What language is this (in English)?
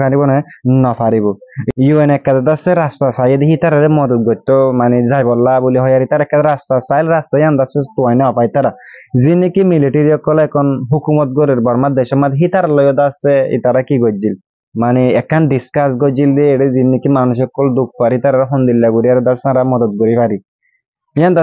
Rohingya